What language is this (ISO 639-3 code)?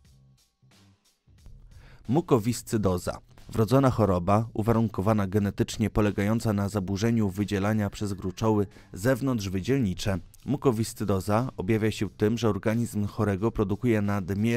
pol